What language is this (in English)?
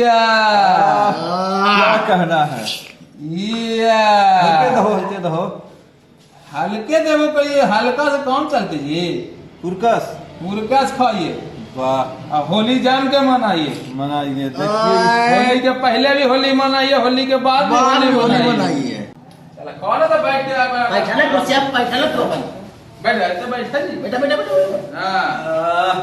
Magahi